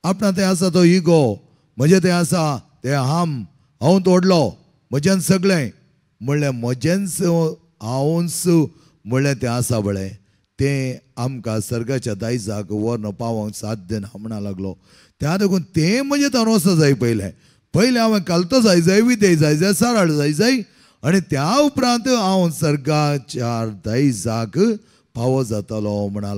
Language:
Konkani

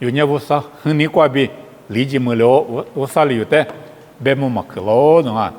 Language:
Lisu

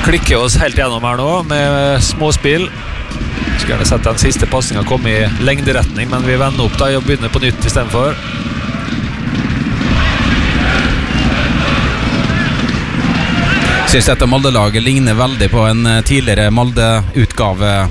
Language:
Norwegian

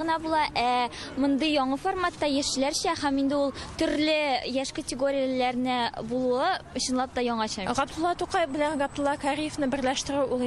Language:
Tatar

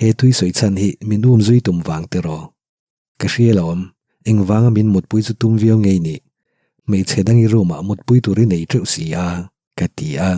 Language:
Mizo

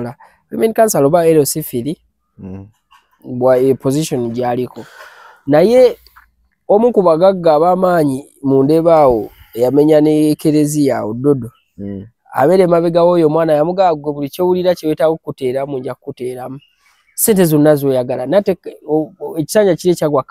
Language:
Ganda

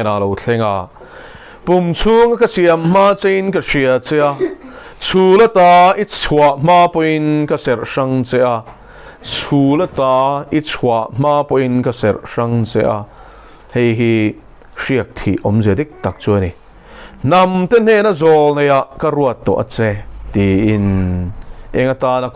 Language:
Mizo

